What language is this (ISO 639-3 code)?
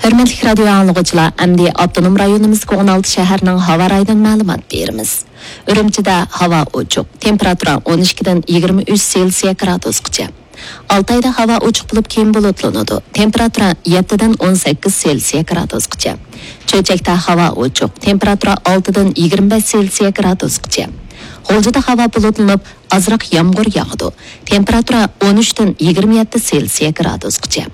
uig